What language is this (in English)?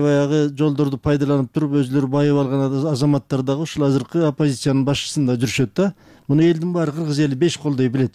Kyrgyz